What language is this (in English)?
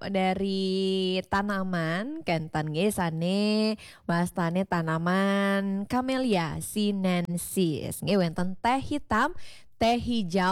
Balinese